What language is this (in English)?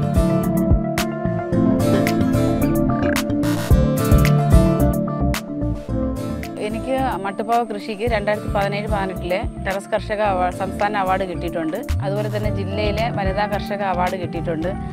Malayalam